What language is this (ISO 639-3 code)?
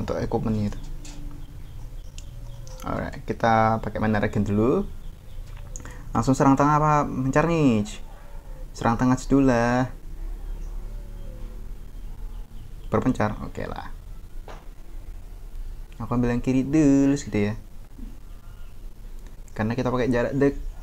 ind